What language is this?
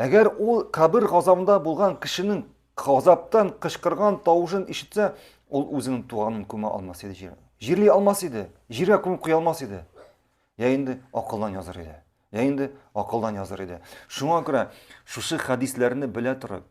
Tatar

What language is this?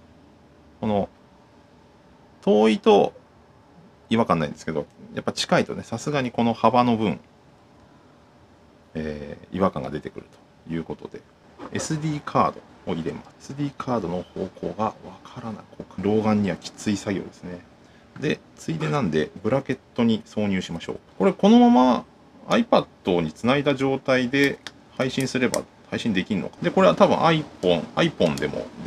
Japanese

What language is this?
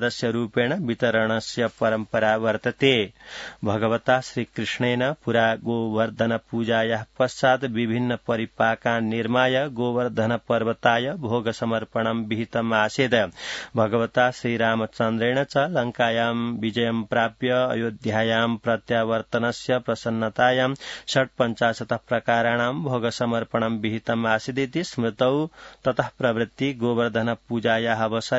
Sanskrit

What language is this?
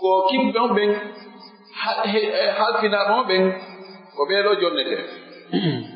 Fula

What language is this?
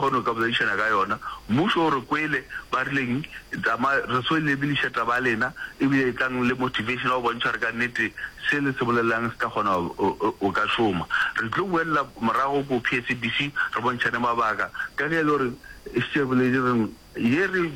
Northern Sotho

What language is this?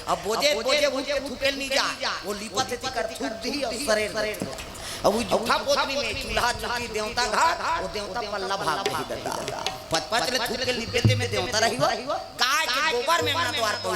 Chhattisgarhi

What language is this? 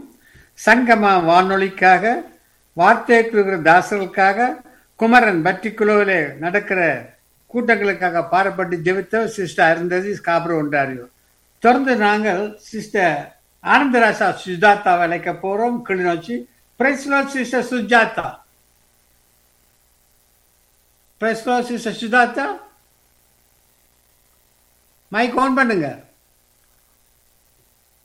Tamil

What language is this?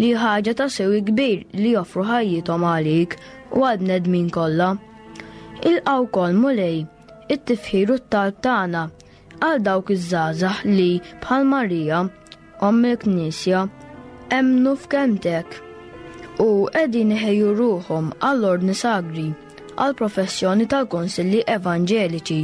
Maltese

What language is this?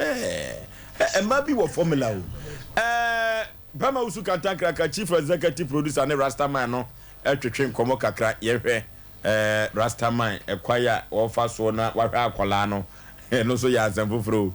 Akan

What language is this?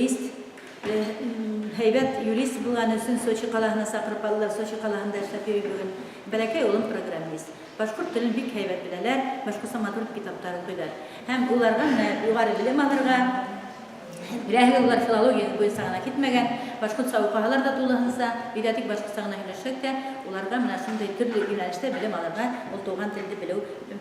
Bashkir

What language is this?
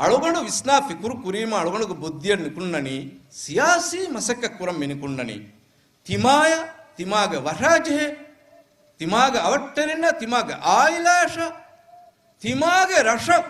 Divehi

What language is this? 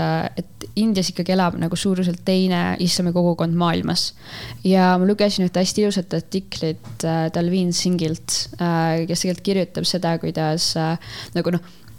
Estonian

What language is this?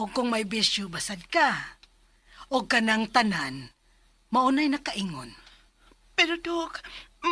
Cebuano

